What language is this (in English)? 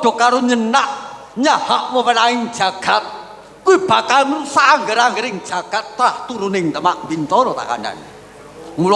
Javanese